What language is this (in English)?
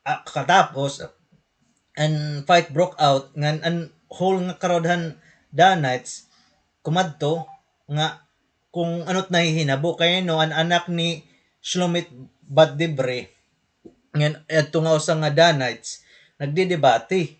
Waray